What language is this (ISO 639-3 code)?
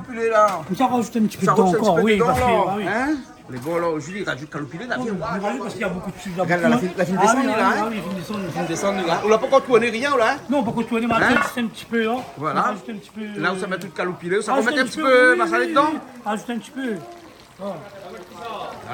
rcf